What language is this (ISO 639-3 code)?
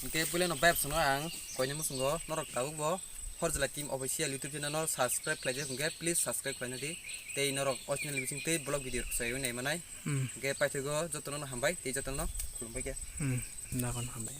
trp